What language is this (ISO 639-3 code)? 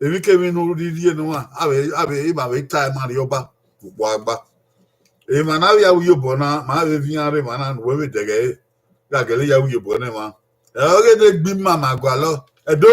bin